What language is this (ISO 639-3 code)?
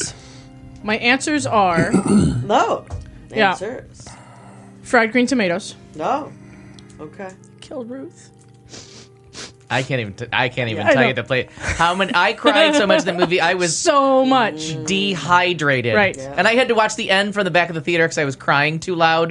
eng